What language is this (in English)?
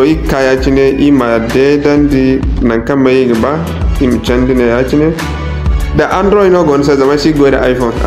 Zarma